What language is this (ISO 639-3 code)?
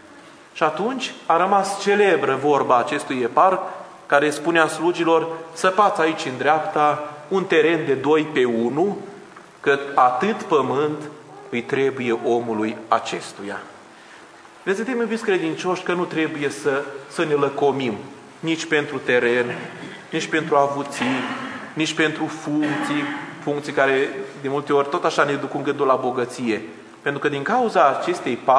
ron